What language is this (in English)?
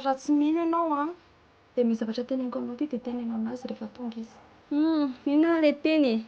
Malagasy